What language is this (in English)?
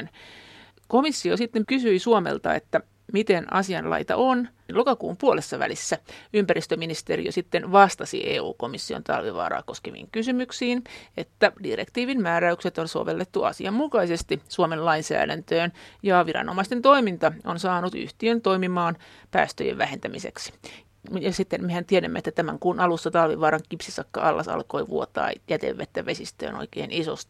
Finnish